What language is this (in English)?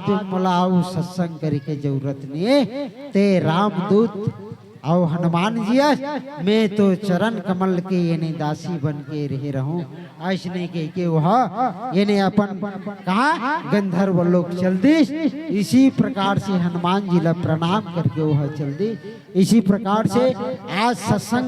Chhattisgarhi